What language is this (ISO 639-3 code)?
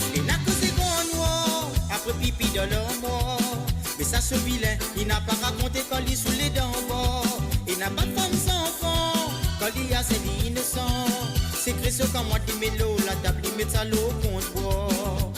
mfe